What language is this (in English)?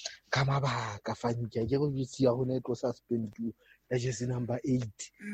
Southern Sotho